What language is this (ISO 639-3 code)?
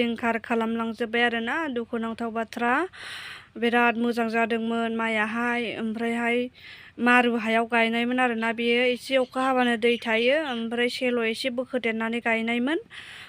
brx